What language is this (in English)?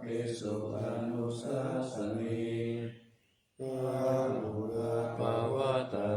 Pali